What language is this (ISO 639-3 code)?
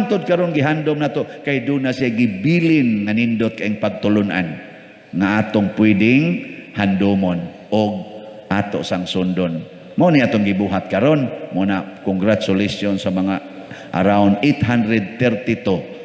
ceb